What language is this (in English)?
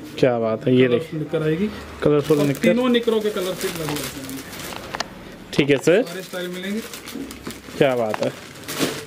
Hindi